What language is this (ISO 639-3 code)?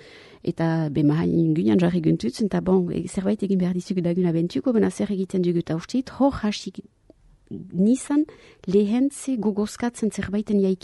eus